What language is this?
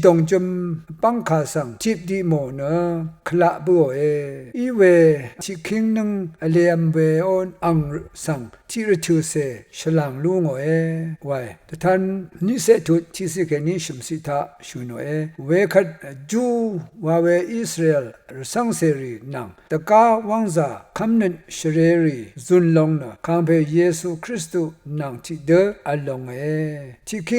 Rawang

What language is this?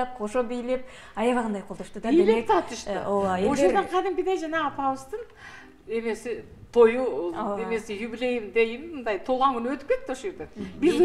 Kyrgyz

